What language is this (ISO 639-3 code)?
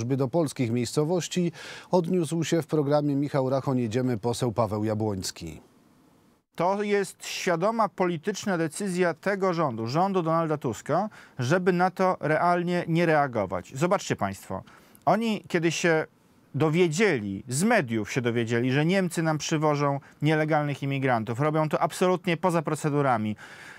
pol